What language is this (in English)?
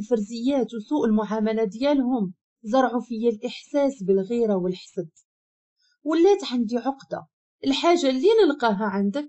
Moroccan Arabic